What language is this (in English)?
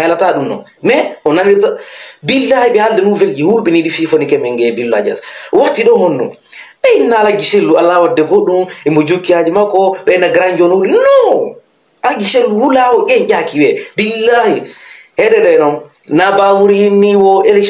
Fula